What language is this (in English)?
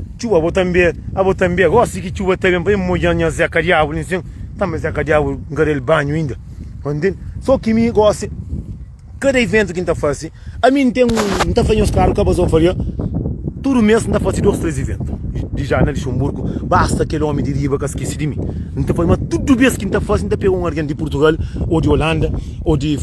Kabuverdianu